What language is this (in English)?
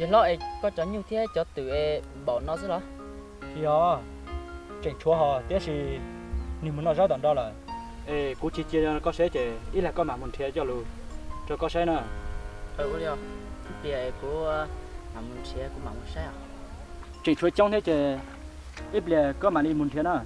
Hmong